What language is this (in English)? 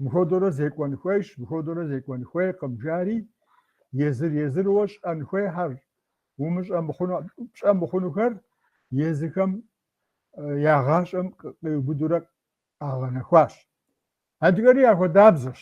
Kabardian